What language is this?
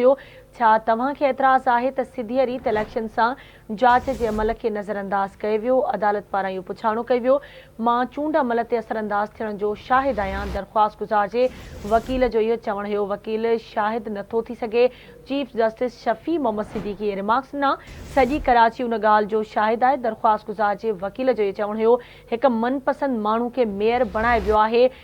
Sindhi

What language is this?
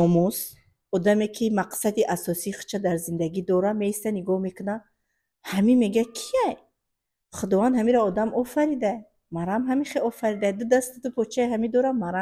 Tajik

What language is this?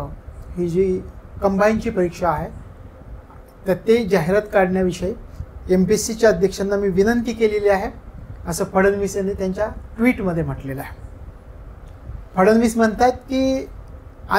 Marathi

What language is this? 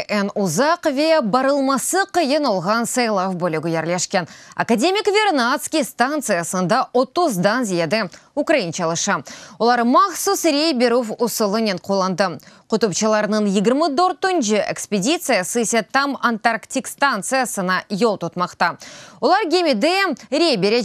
Crimean Tatar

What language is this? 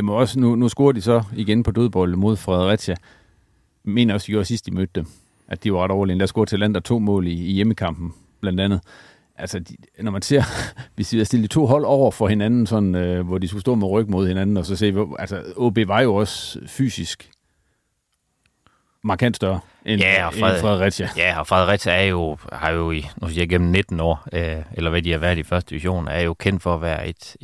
Danish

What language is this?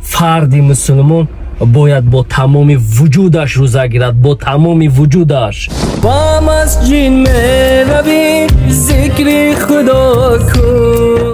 Tajik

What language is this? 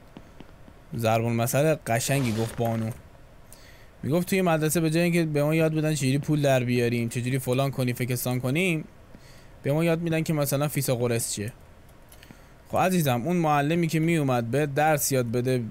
Persian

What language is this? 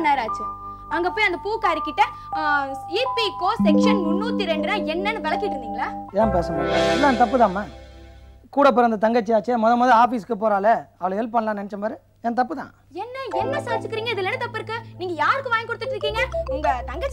Tamil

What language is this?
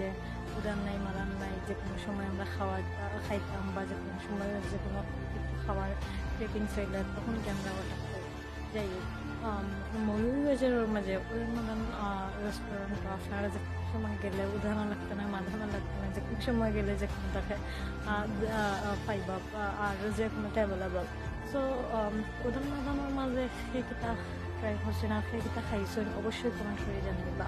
Sylheti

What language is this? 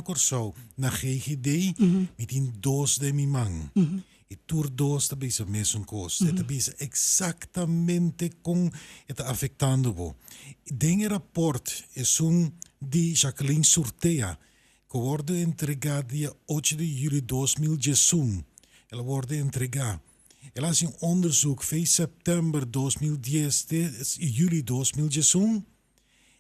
Papiamento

